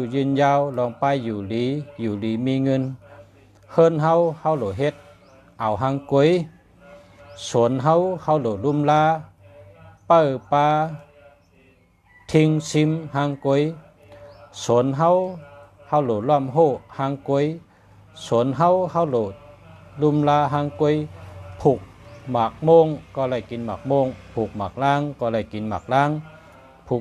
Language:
Shan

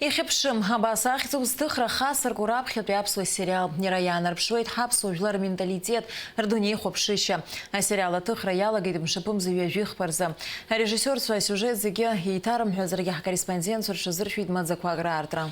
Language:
Abkhazian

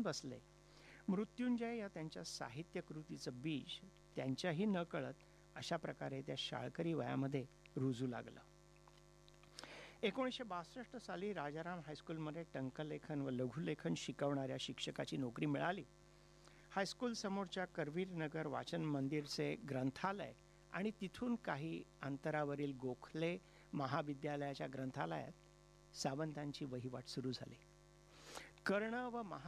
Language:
Marathi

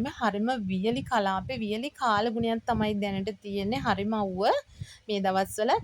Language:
Sinhala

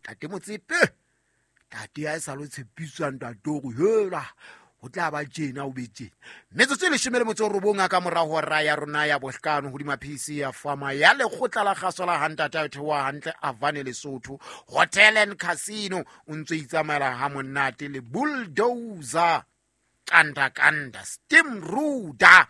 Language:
Southern Sotho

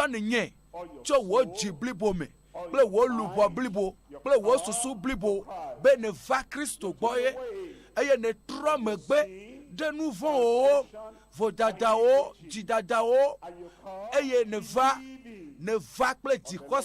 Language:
Ewe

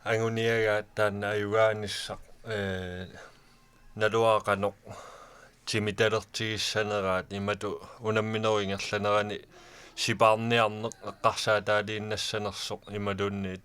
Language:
Kalaallisut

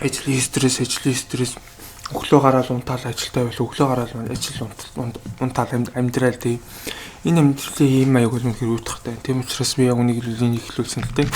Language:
Mongolian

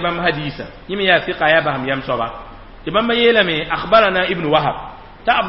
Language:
Mossi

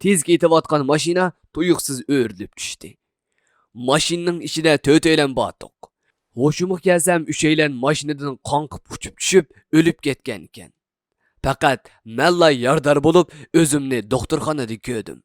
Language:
Uyghur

